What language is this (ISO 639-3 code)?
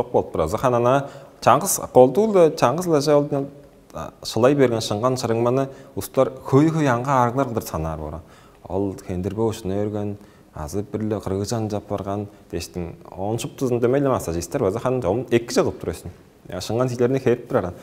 tyv